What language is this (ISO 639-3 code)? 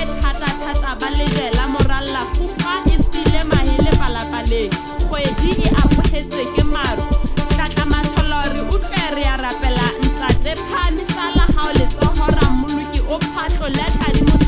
sot